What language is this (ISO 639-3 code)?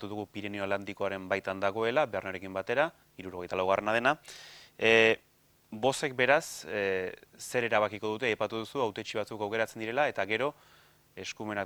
eus